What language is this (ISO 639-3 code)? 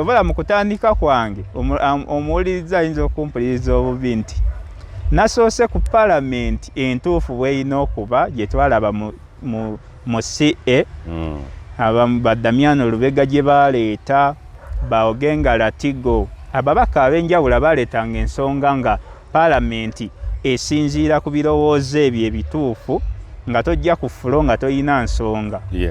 lug